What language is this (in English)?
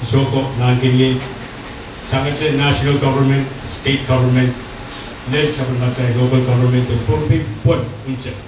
Pohnpeian